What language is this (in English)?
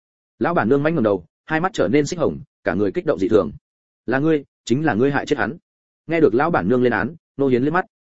Vietnamese